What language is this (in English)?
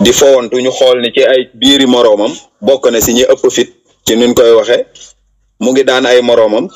Wolof